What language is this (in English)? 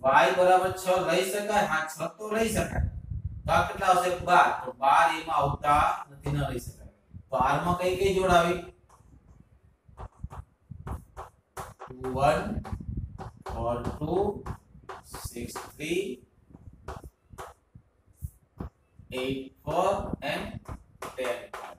Gujarati